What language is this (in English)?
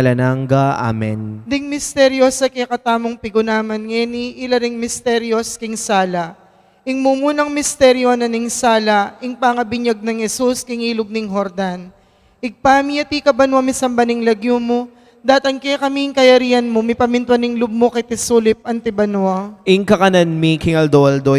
Pampanga